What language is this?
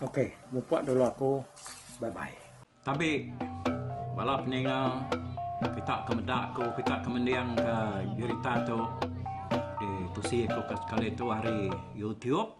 Iban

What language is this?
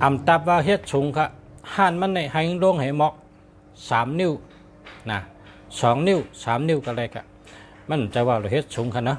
Shan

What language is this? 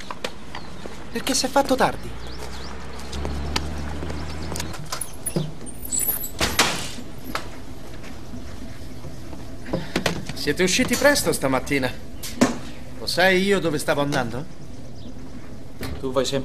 Italian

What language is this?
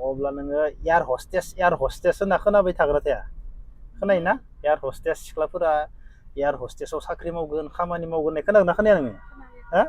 Bodo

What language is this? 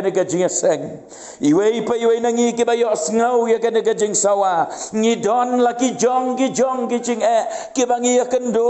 Khasi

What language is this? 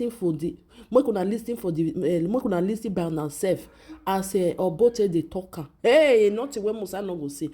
Nigerian Pidgin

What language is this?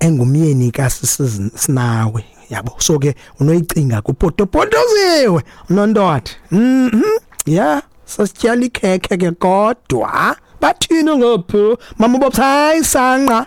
Xhosa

